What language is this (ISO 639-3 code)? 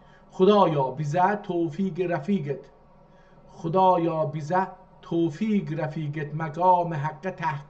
azb